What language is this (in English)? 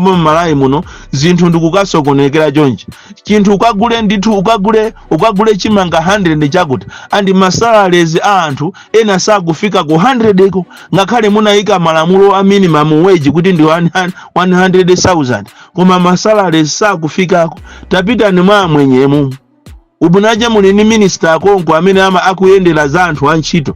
Nyanja